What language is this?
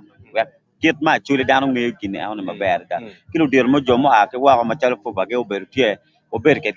Acoli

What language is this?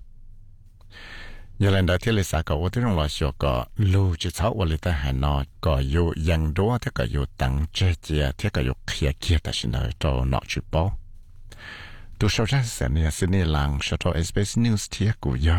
Vietnamese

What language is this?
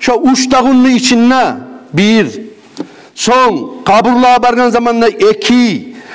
Kumyk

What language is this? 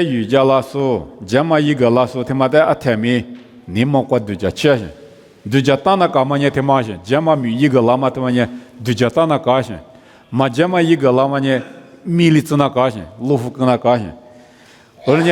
Lisu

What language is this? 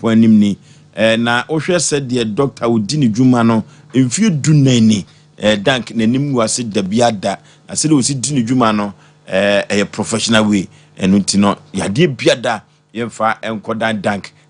Akan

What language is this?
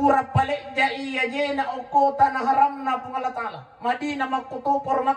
Buginese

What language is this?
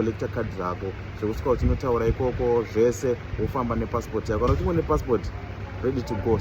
Shona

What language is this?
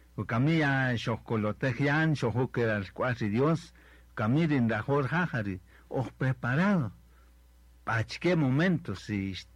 Kaqchikel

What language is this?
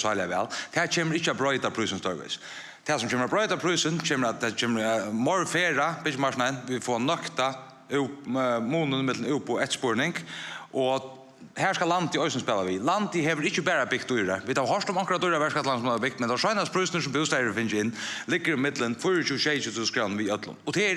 Faroese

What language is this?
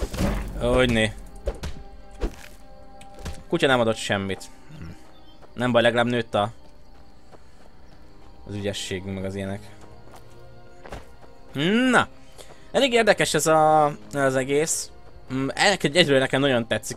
Hungarian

